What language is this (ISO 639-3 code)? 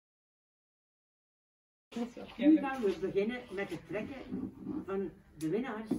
nld